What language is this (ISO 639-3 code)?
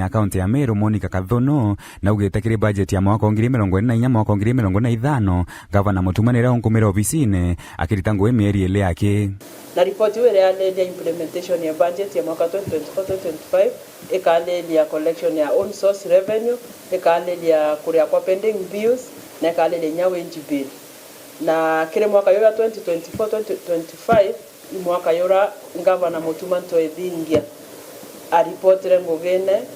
mer